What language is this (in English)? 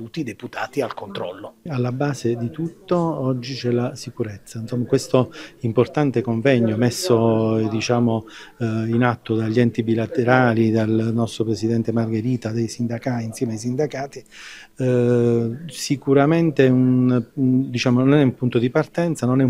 Italian